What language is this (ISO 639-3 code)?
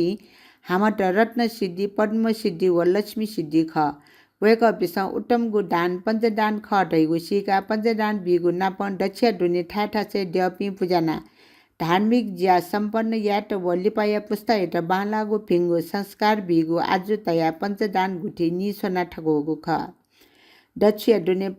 new